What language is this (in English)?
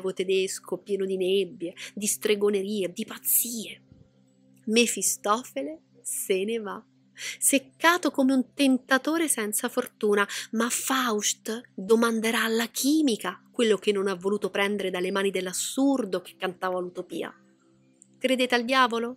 Italian